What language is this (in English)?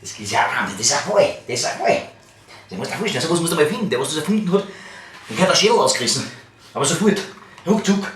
Bavarian